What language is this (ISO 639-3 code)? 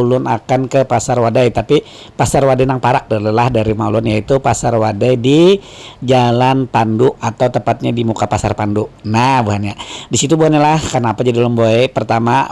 bjn